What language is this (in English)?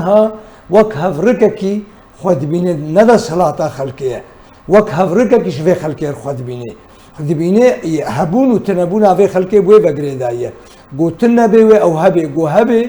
Kurdish